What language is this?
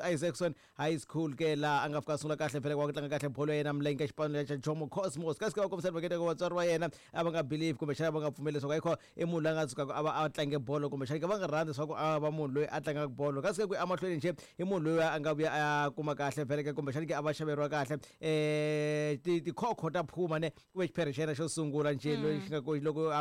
Tsonga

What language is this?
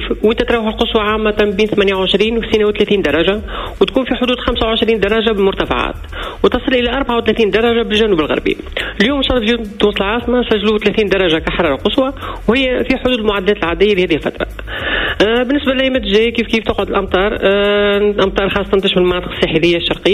Tunisian Arabic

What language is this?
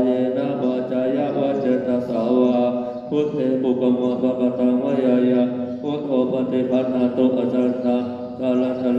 Pali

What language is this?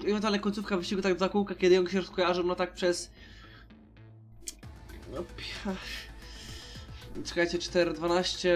Polish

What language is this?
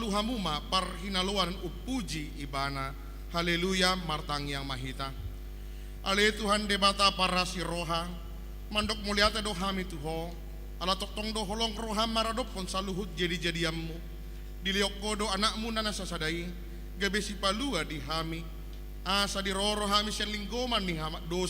Batak Toba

